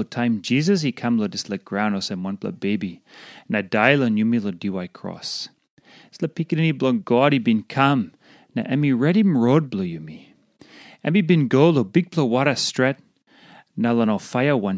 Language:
Tok Pisin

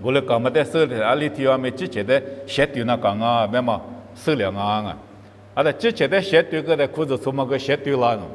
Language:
Lisu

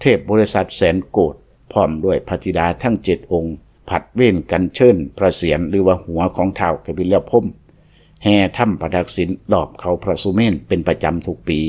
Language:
Lao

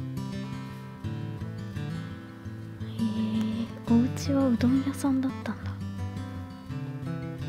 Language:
Japanese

